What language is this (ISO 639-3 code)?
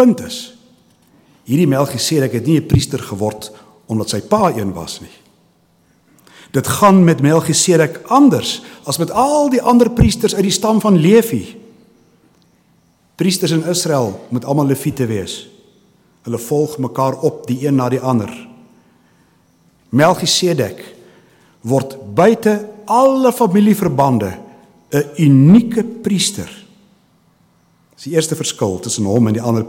afr